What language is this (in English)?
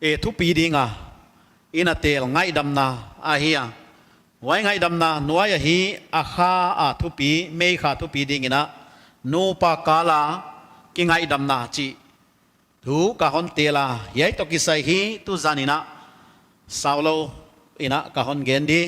Paite Chin